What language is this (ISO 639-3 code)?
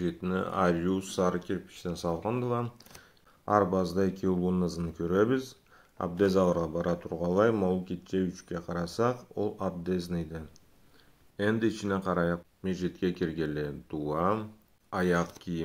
krc